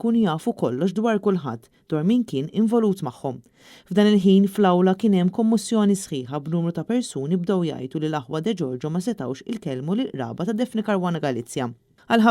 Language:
Maltese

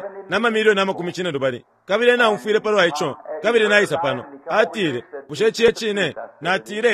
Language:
Bemba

